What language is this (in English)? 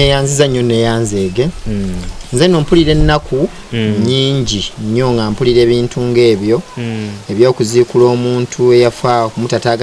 Ganda